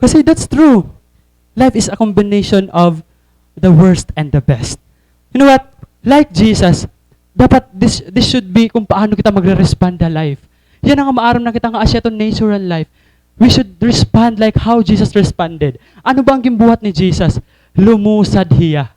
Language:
Waray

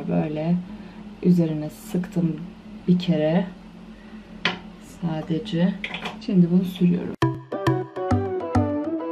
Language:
Turkish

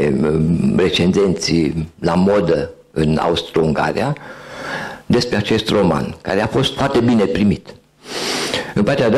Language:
Romanian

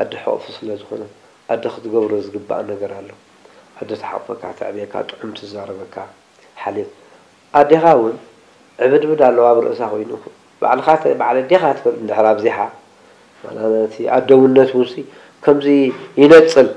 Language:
Tigrinya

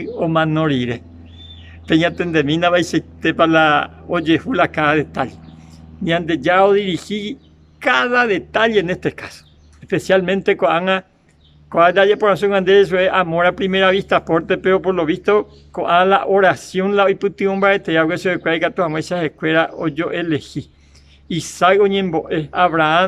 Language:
Guarani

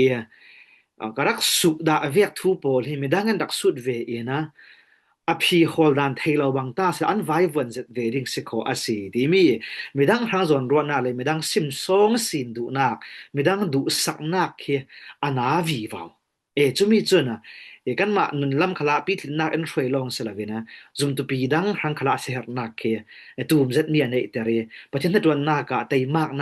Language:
Falam Chin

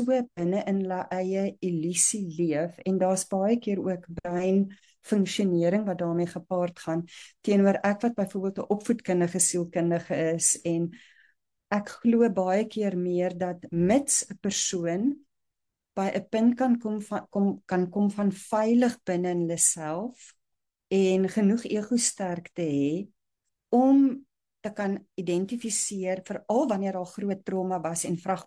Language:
Afrikaans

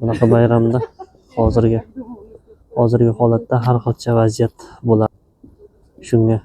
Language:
Uzbek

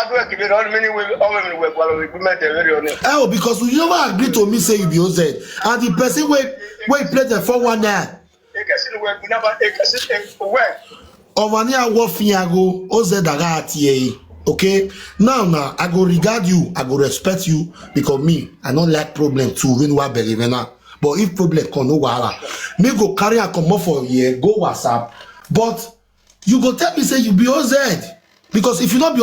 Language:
Nigerian Pidgin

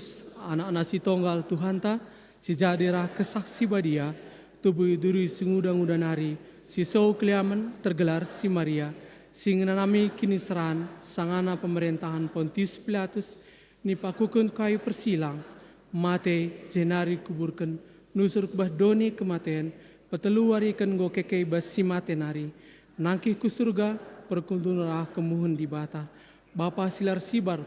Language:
Batak Karo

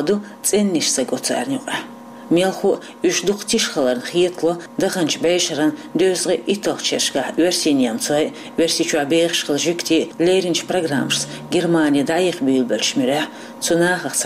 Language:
Chechen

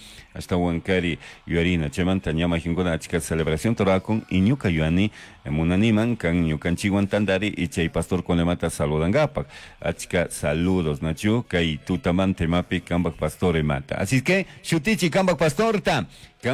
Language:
Chimborazo Highland Quichua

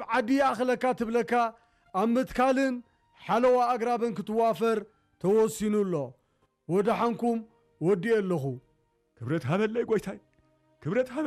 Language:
Tigrinya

